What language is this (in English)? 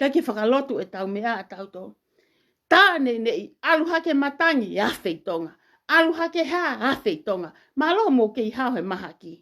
Tongan